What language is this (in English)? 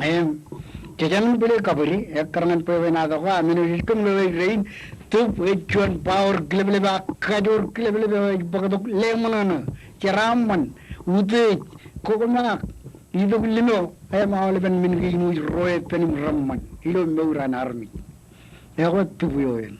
Marshallese